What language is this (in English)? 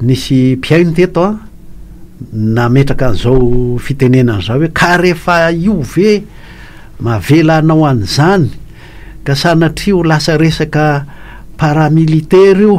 Malagasy